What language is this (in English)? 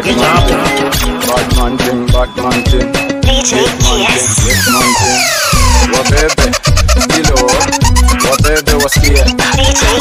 Swahili